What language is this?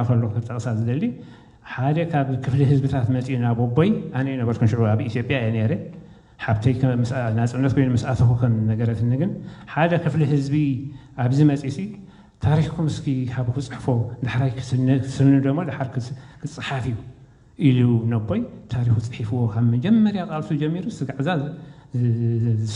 Tigrinya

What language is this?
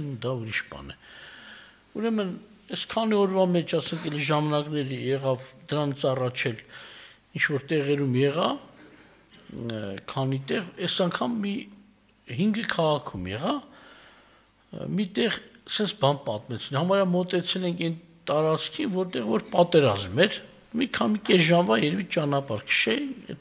Armenian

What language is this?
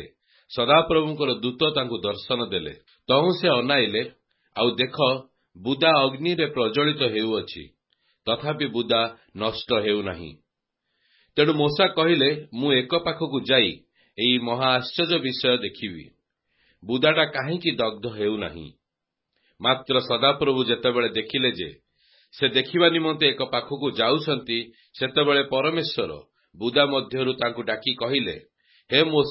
Odia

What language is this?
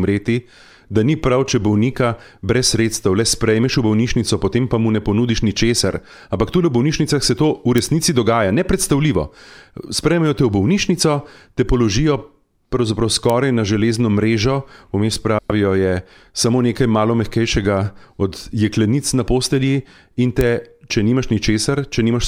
Slovenian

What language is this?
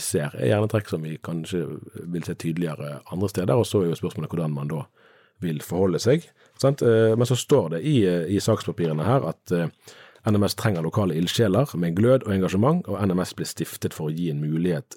Norwegian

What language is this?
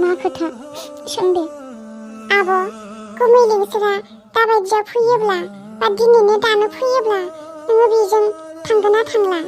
Bodo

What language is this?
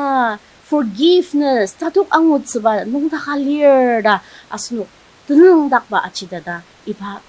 Ao Naga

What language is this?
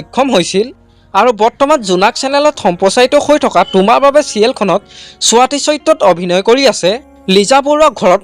Assamese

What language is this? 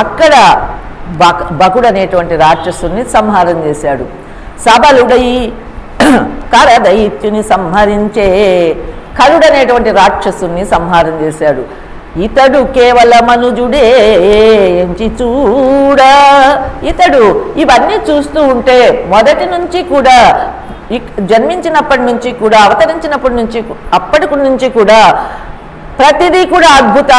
Telugu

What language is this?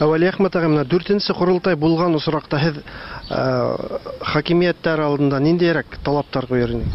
Tatar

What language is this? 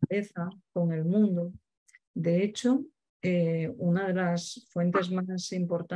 Spanish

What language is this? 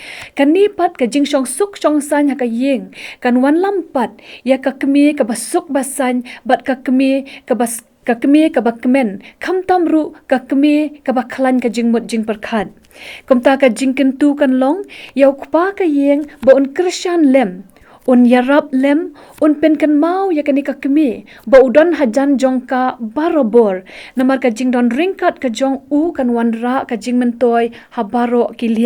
Khasi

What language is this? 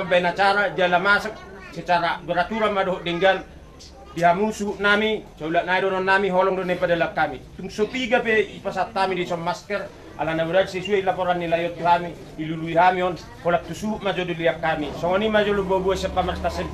Batak Toba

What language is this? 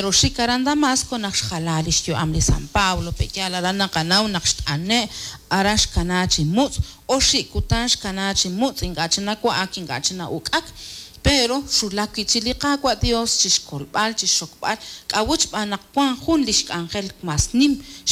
Kekchí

